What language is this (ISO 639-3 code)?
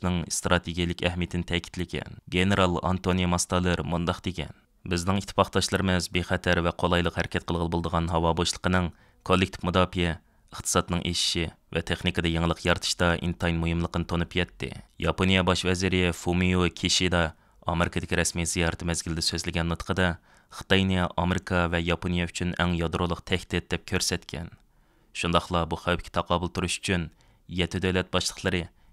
uig